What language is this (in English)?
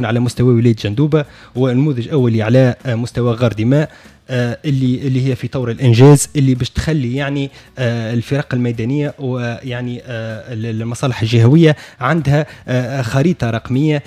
Tunisian Arabic